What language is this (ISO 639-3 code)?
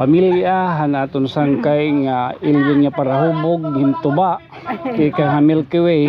war